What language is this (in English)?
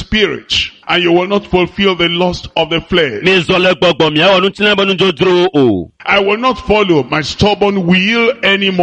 Ewe